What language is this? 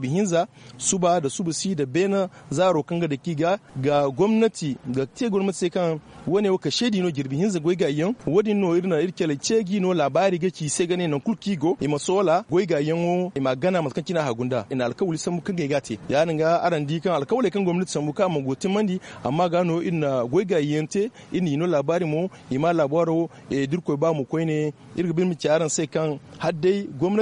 Zarma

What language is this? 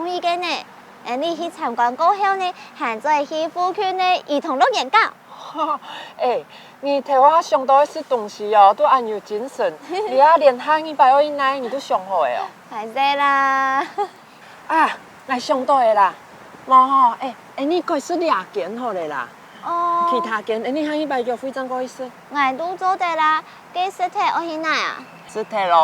Hakka Chinese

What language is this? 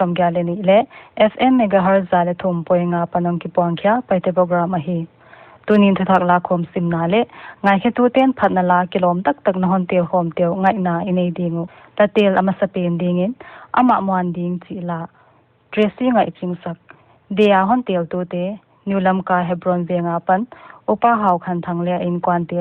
Paite Chin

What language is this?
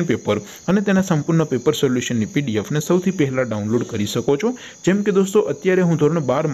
Gujarati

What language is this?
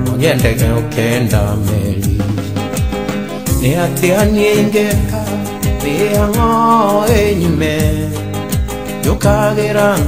Kikuyu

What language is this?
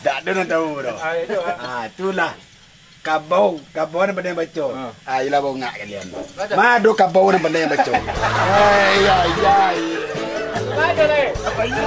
Minangkabau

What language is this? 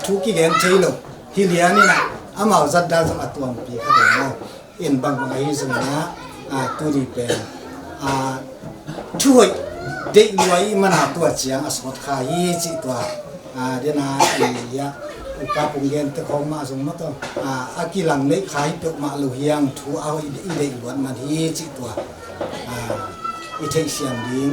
Tedim Chin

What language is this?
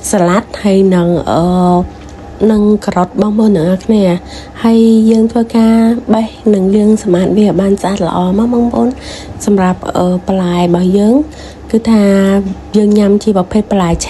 Khmer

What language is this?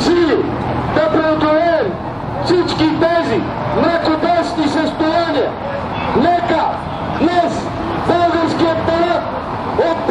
Bulgarian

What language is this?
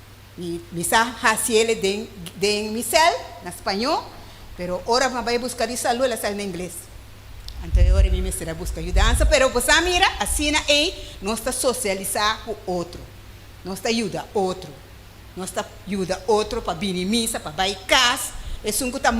Papiamento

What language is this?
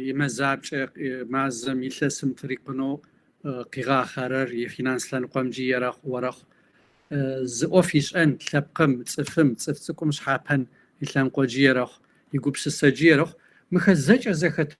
Kabardian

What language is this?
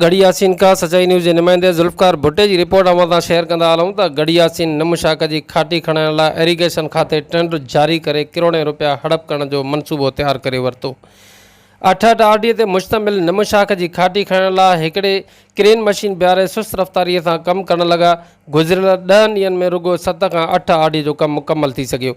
Sindhi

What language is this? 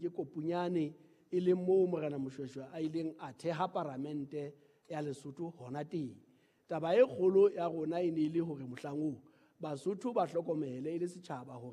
Southern Sotho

